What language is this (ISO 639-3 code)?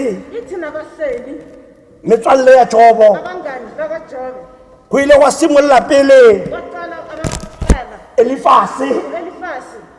tsn